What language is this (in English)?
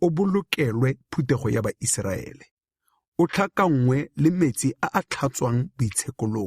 Tswana